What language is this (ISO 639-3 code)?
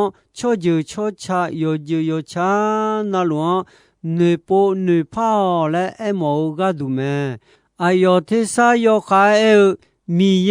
ahk